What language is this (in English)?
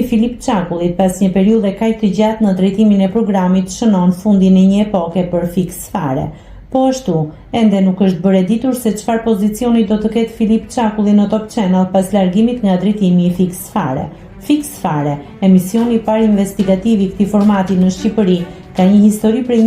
Albanian